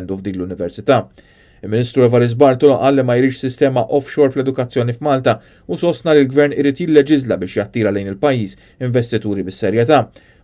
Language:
Maltese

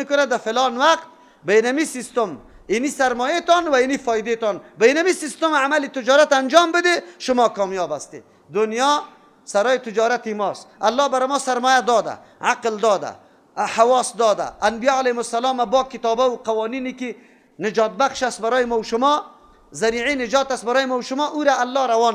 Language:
Persian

